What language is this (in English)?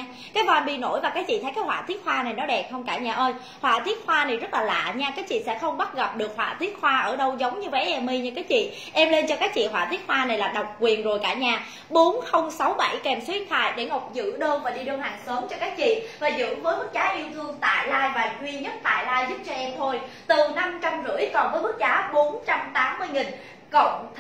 Vietnamese